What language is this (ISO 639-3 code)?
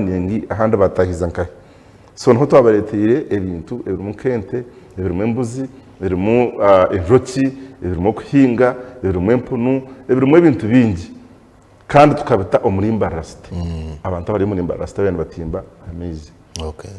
nyn